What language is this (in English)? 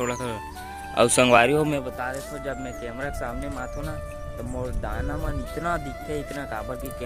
Chhattisgarhi